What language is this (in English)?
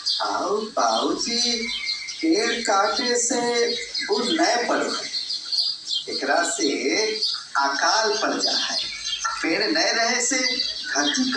Magahi